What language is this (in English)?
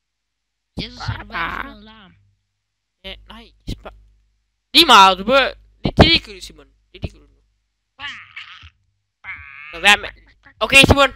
Danish